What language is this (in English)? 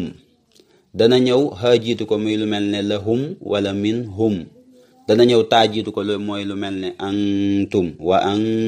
Wolof